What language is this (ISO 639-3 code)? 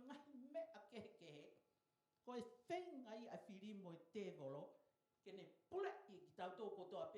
ton